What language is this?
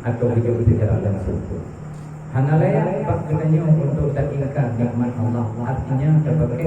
Achinese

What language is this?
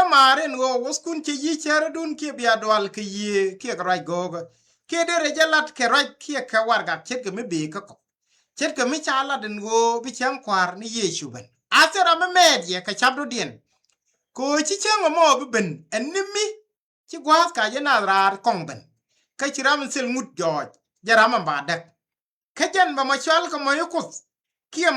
Nuer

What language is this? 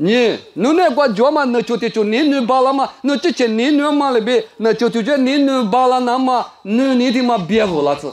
Lisu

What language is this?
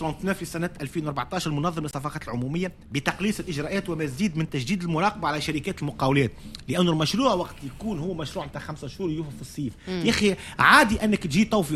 Tunisian Arabic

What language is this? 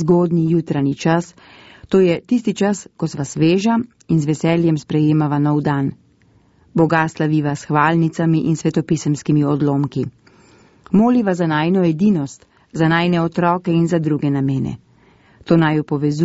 Slovenian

